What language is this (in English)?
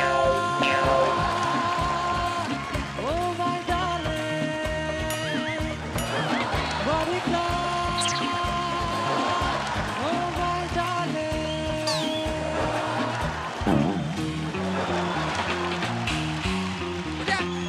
Hindi